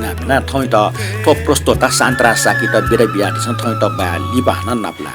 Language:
Newari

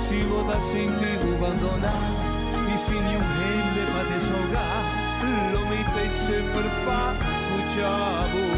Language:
Papiamento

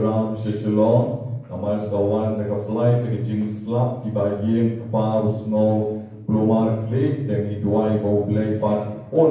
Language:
Khasi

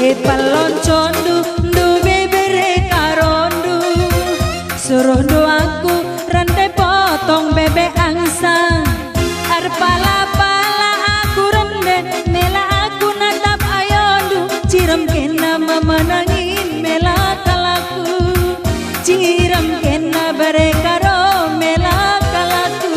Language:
Batak Karo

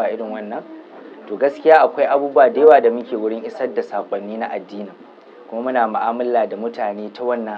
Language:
Hausa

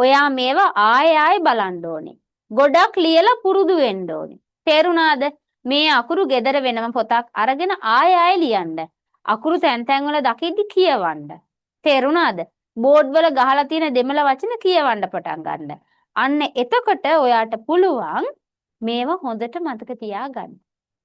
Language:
Sinhala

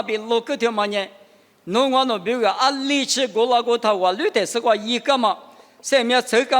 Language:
Lisu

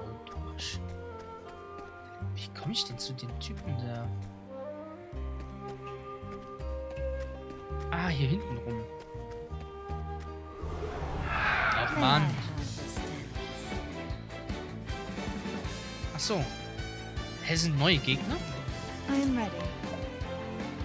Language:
German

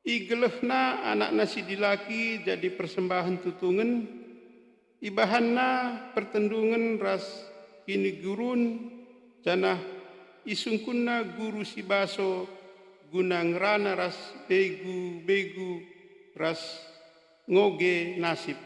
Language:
Batak Karo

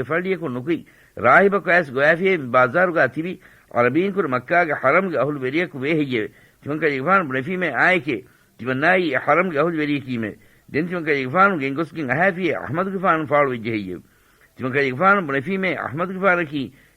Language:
Divehi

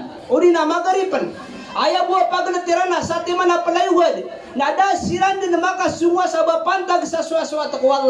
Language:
Maranao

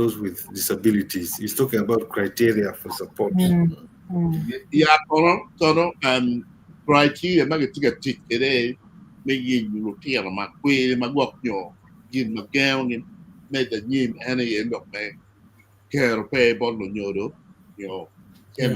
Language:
Acoli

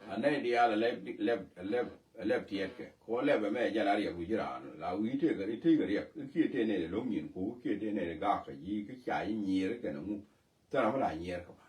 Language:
Nuer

